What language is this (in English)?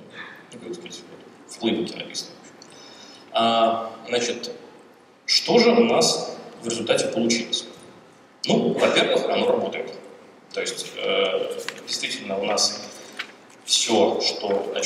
Russian